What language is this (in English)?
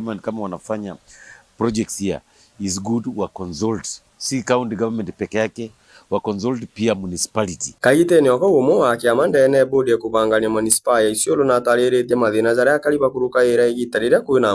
Meru